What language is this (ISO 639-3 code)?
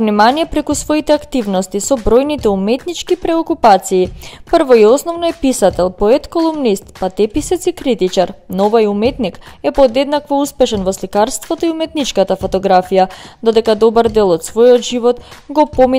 mkd